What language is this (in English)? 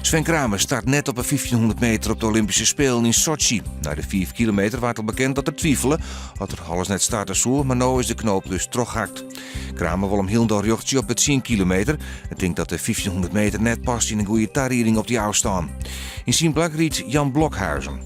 Western Frisian